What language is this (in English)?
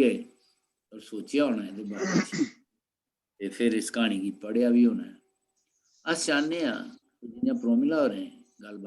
Dogri